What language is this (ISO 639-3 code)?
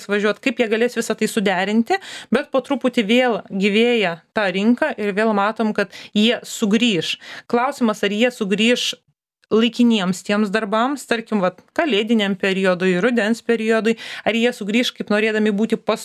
lit